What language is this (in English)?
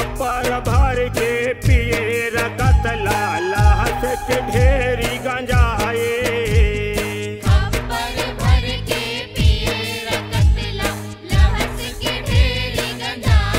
Chhattisgarhi